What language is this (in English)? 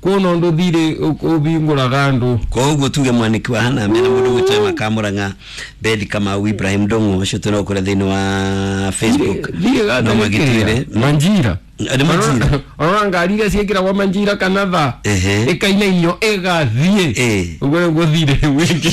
Kikuyu